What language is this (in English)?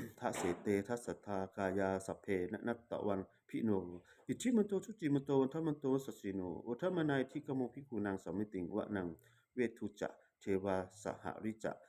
Pali